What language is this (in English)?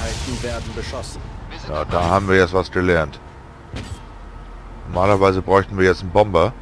German